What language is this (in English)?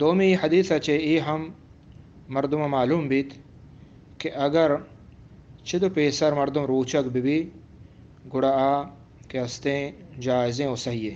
Eastern Balochi